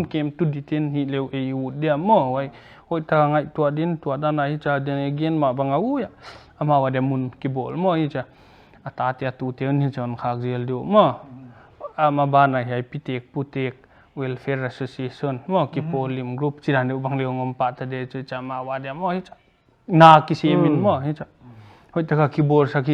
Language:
Paite Chin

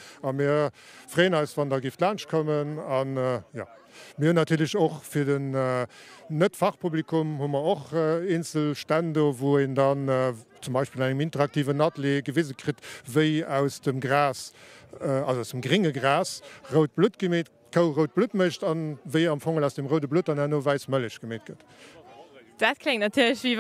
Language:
Luxembourgish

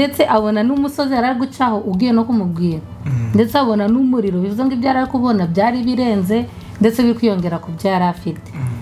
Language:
Kinyarwanda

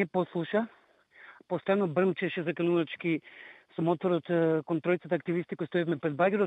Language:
Macedonian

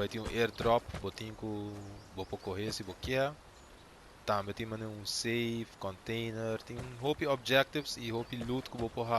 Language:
Papiamento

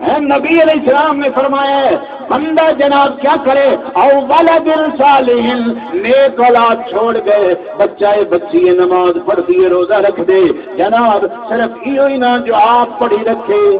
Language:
Saraiki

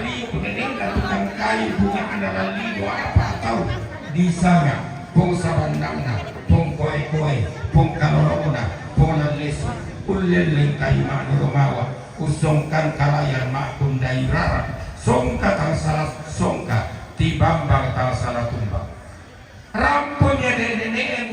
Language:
Toraja-Sa'dan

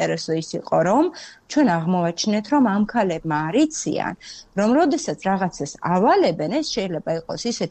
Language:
Georgian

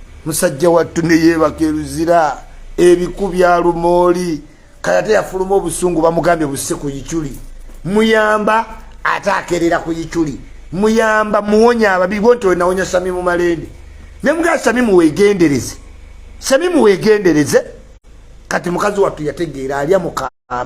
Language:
Ganda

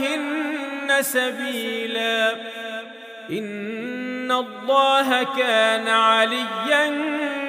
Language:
Arabic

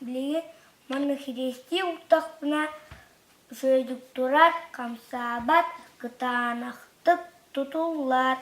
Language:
Yakut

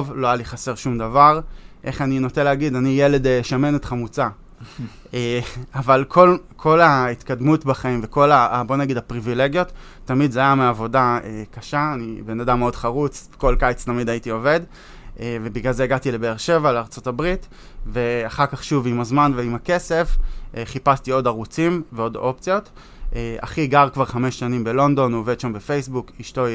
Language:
Hebrew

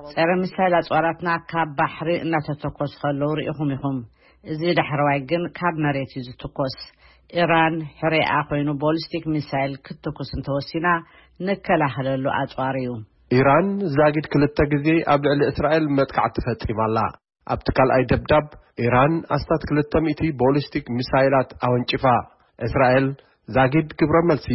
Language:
Tigrinya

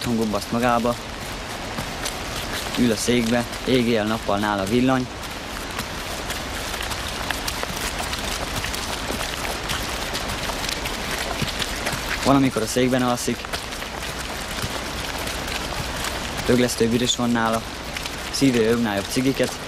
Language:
Hungarian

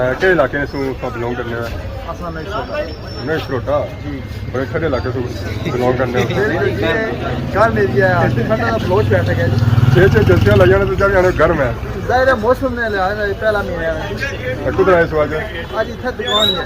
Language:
Pahari-Potwari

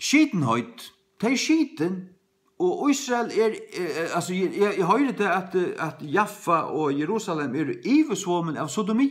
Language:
Faroese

